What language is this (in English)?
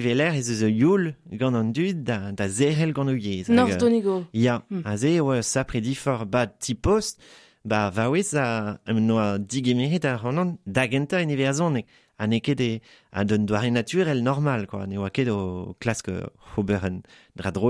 Breton